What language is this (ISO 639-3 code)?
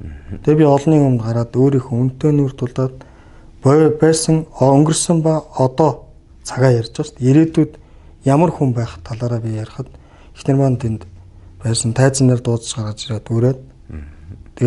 mon